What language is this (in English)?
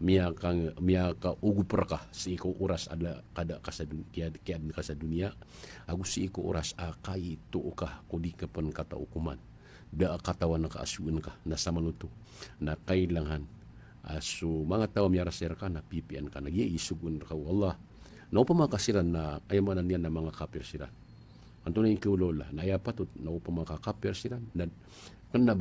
Maranao